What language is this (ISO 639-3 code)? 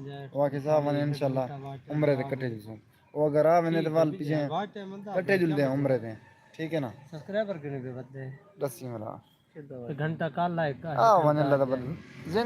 skr